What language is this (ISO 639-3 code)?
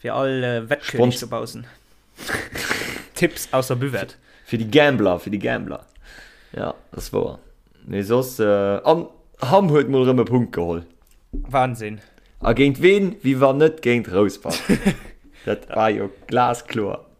ltz